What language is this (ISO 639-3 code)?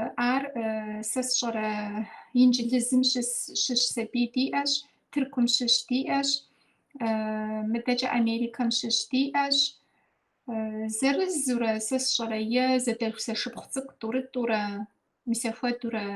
kbd